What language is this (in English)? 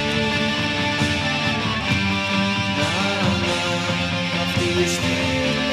Greek